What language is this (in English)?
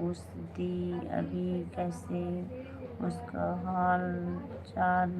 Chhattisgarhi